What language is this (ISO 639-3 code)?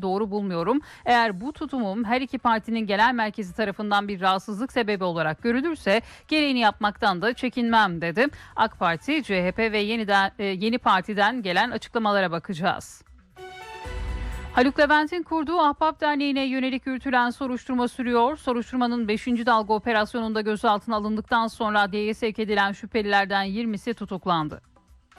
tur